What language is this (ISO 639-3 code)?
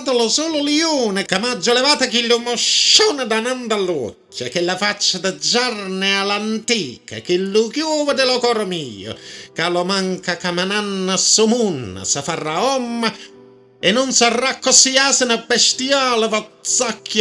nap